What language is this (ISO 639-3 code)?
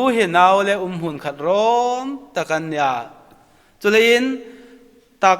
hmr